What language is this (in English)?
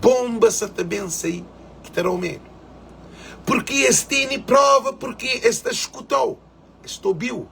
Kabuverdianu